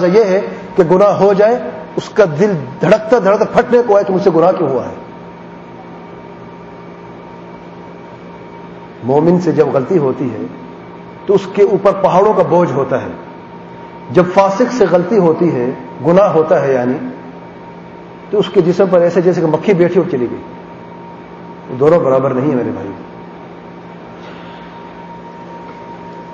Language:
Urdu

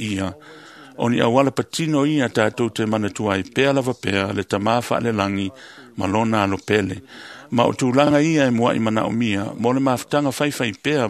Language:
Samoan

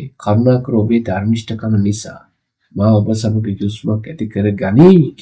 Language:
Sinhala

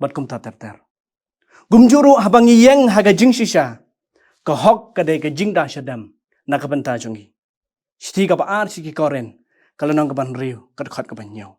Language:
Khasi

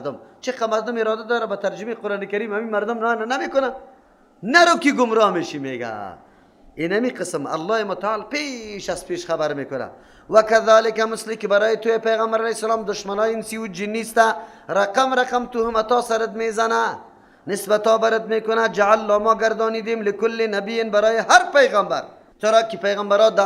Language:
Persian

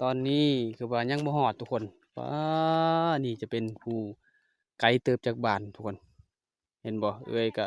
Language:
Lao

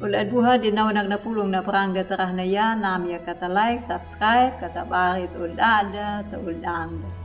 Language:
Anakalangu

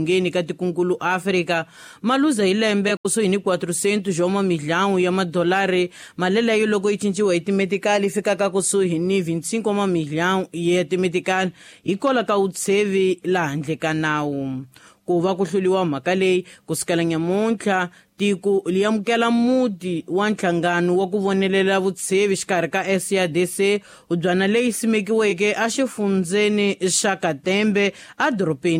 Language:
Tsonga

